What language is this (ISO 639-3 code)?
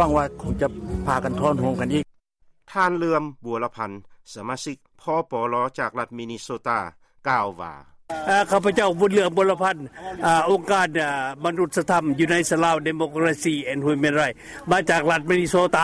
lao